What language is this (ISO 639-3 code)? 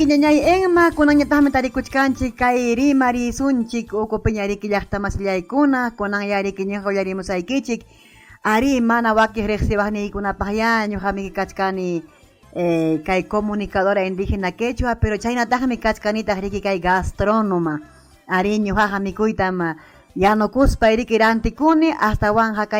quy